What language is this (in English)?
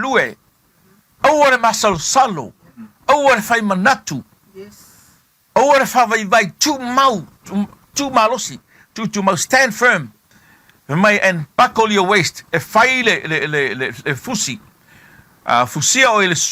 Samoan